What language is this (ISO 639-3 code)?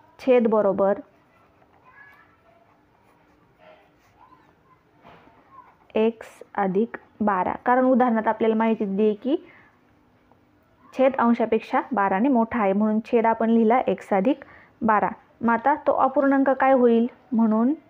mar